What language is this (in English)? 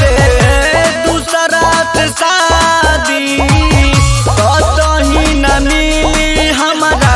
Bhojpuri